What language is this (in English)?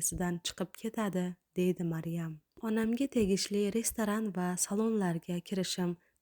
Uzbek